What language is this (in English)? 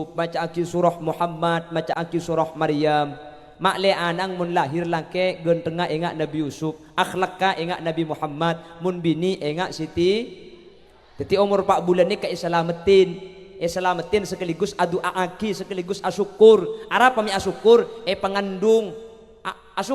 Madurese